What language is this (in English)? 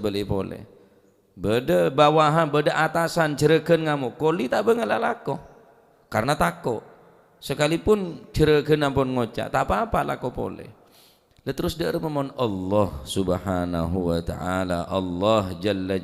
Madurese